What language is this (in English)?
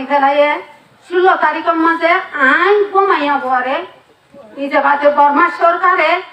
Rohingya